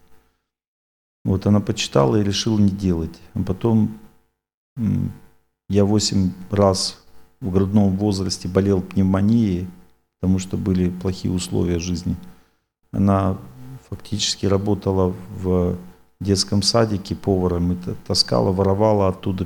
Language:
Russian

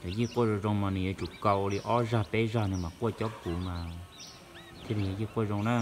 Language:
Hmong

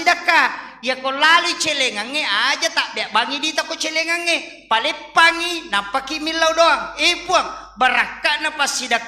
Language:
Buginese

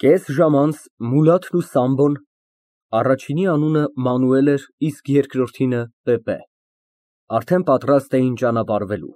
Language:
Armenian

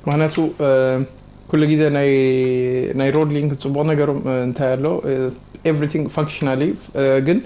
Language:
Tigrinya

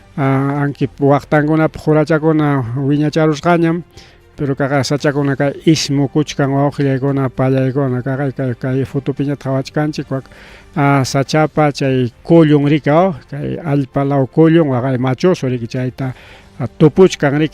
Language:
Ayacucho Quechua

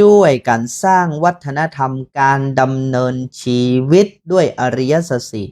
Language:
Northern Thai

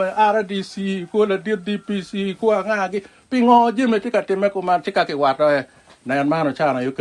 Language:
Acoli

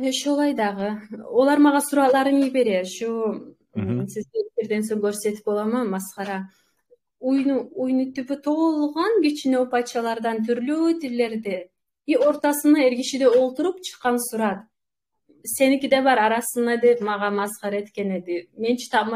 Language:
Kumyk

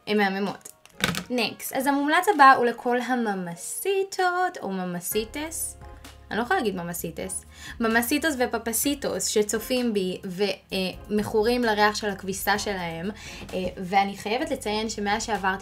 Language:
Hebrew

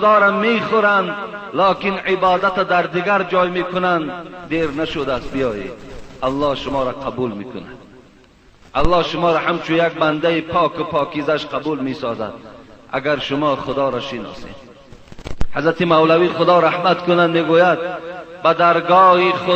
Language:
Persian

